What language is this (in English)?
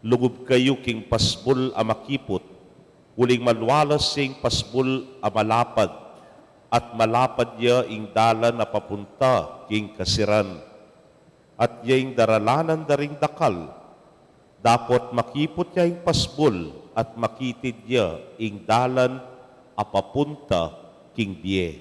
Pampanga